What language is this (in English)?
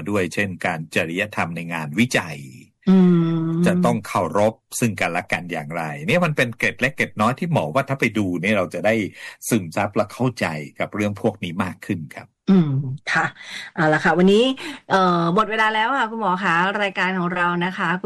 Thai